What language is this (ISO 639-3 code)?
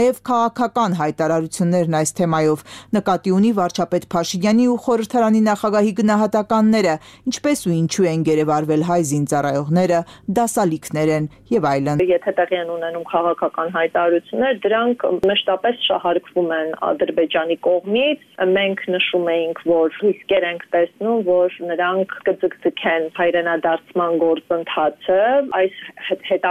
hye